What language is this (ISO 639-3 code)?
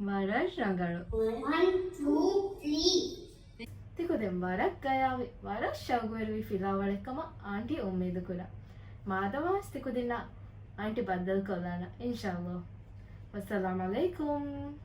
div